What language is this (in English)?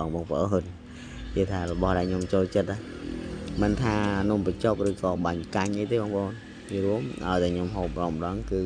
Khmer